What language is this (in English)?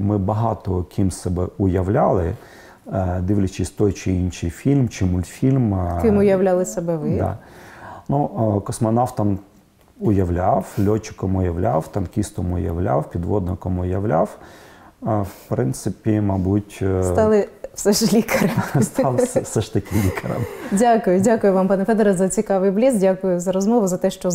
Ukrainian